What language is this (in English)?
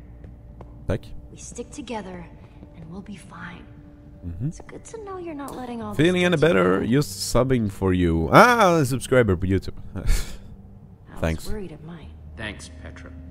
Swedish